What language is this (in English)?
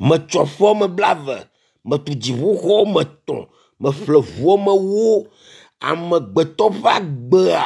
Ewe